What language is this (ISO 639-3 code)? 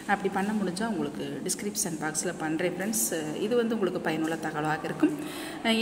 tam